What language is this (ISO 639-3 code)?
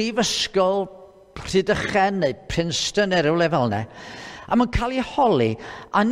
cym